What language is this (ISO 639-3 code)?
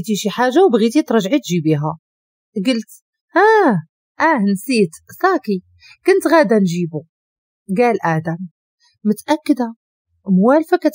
ary